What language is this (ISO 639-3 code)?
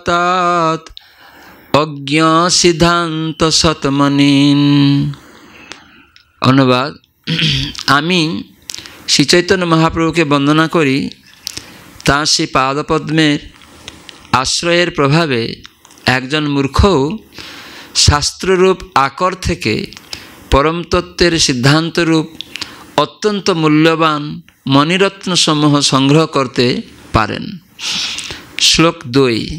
ben